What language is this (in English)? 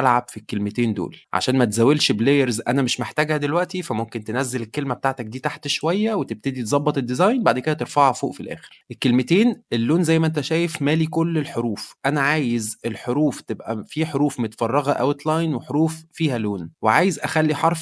Egyptian Arabic